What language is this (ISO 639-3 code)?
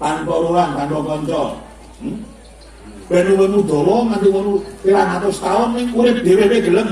jav